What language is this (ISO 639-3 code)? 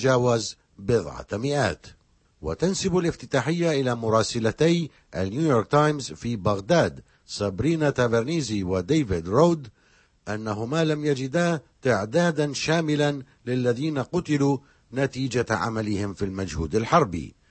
ara